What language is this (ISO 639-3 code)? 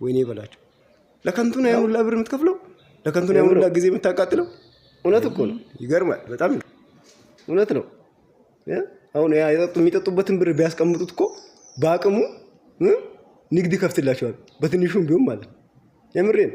amh